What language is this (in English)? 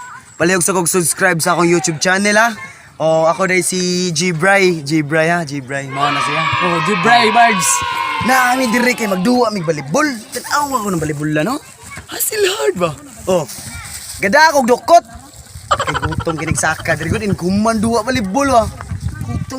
Cebuano